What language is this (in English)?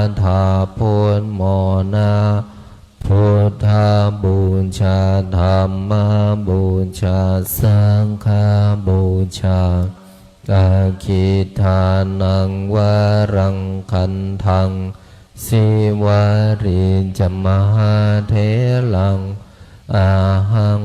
Pali